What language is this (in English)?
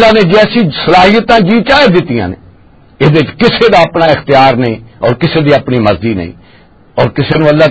Western Panjabi